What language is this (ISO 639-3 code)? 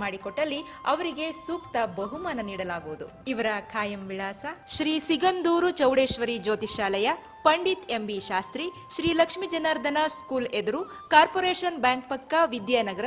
kan